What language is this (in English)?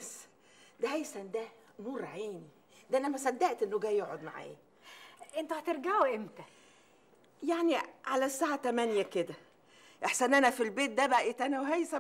Egyptian Arabic